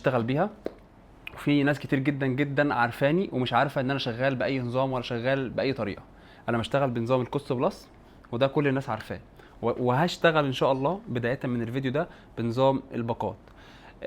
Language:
Egyptian Arabic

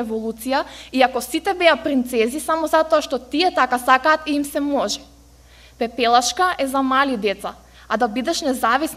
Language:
Macedonian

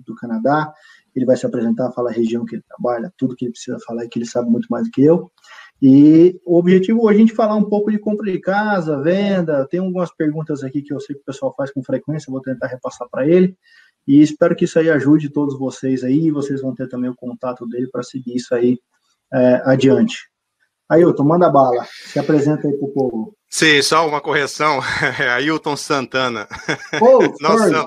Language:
Portuguese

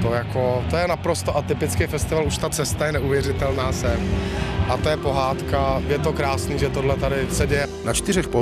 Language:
Czech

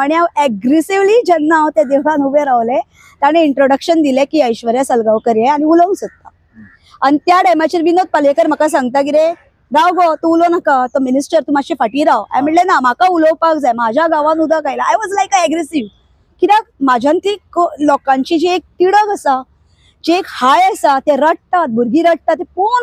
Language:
Konkani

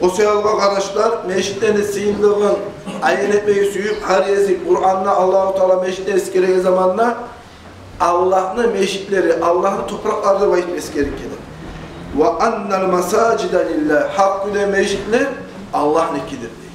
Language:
Kumyk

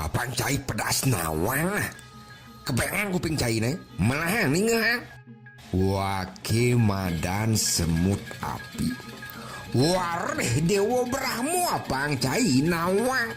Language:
Balinese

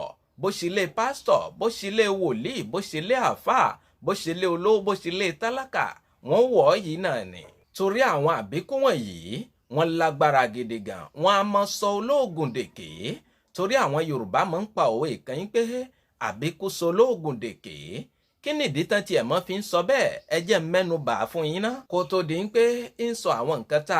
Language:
Yoruba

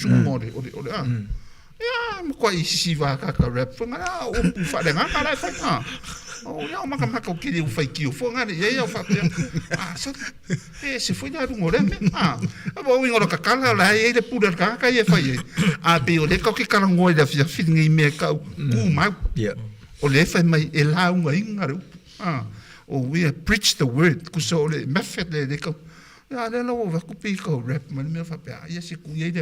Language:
Samoan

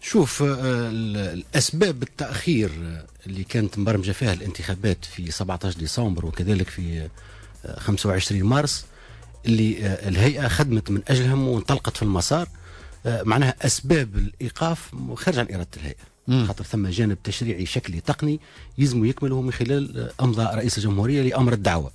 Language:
Tunisian Arabic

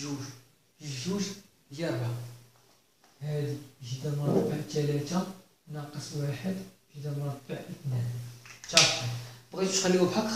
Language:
Moroccan Arabic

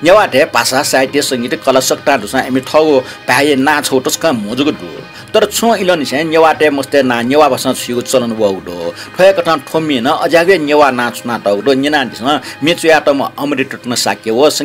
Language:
Newari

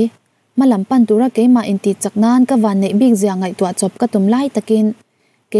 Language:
Mizo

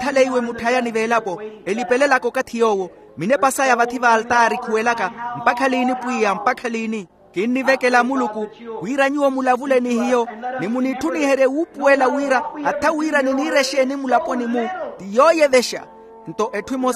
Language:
Makhuwa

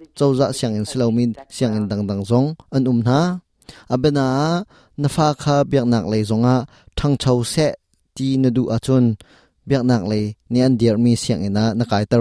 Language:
Hakha Chin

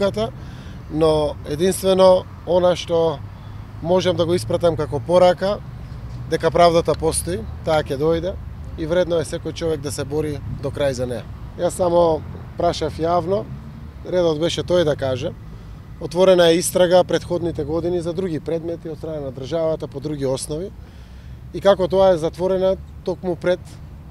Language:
Macedonian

